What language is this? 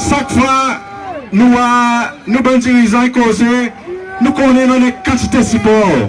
Seselwa Creole French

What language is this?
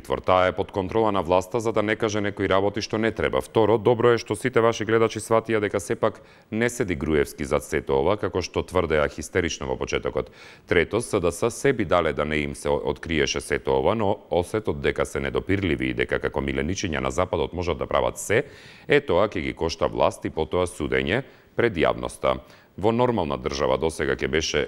Macedonian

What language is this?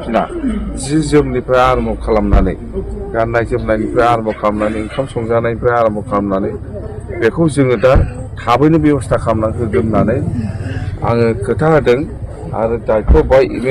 Bodo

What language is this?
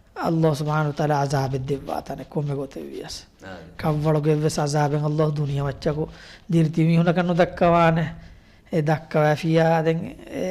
Divehi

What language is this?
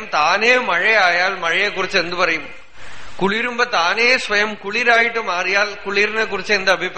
Malayalam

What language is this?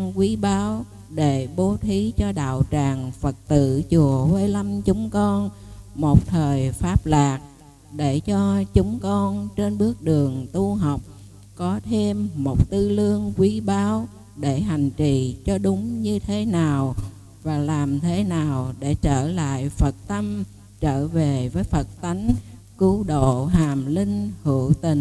Vietnamese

